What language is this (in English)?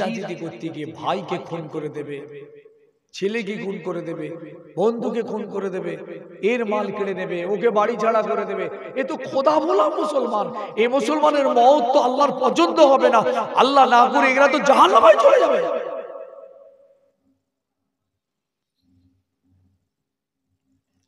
Bangla